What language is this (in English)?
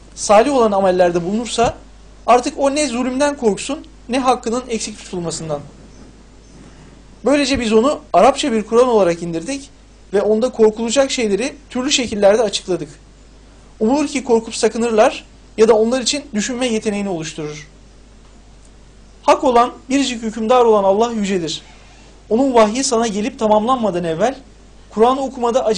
Turkish